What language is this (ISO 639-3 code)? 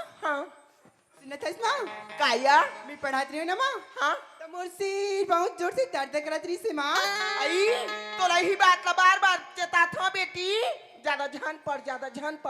hne